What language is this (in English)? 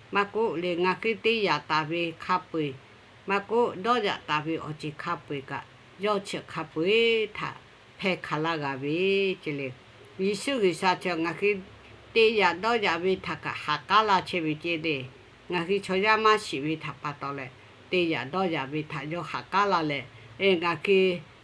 Lahu